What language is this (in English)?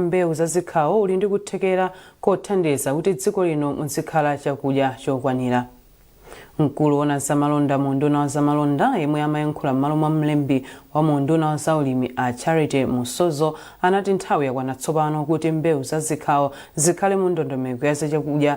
Nyanja